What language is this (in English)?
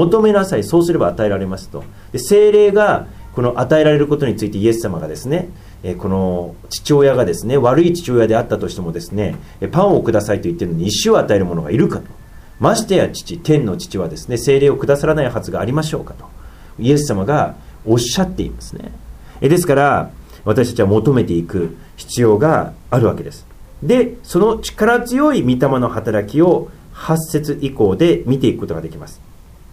Japanese